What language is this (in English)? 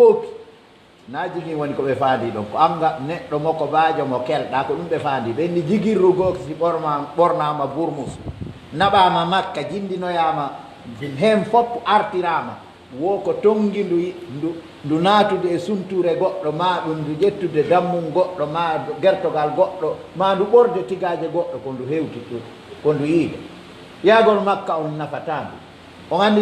Pular